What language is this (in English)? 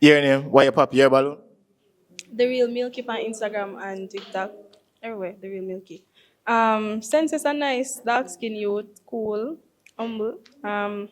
Jamaican Creole English